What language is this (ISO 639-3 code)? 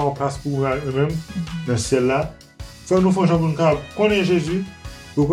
hat